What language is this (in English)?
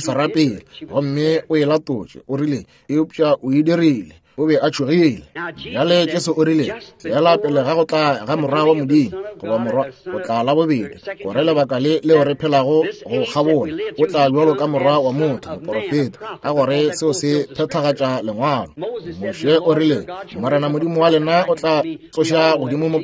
Northern Sotho